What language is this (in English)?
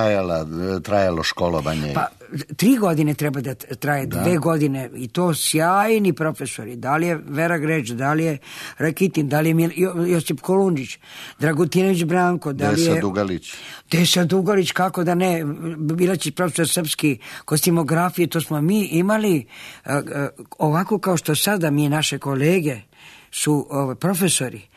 Serbian